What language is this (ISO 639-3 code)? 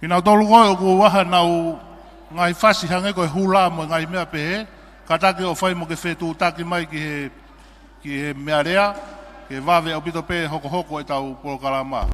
ton